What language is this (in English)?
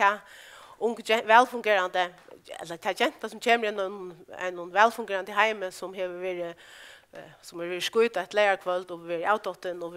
Faroese